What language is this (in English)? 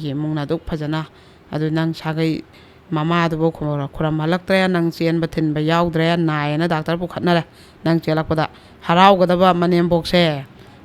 Manipuri